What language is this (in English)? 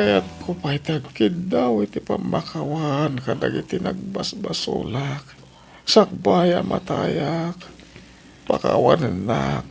Iloko